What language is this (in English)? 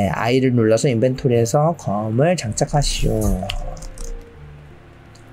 Korean